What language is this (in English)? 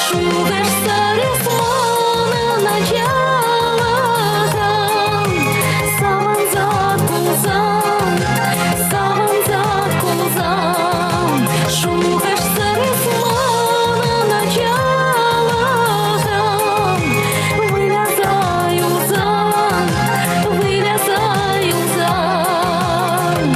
Chuvash